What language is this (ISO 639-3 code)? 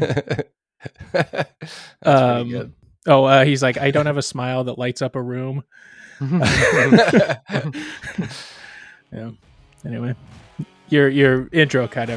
eng